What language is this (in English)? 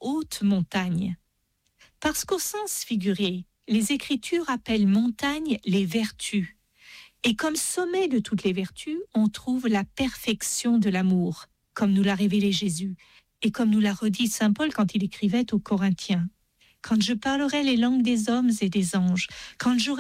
French